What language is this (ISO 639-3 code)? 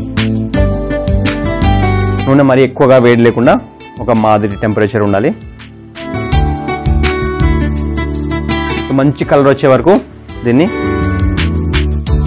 tel